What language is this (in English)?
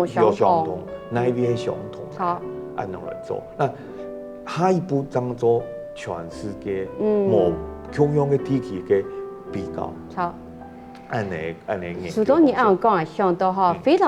Hakka Chinese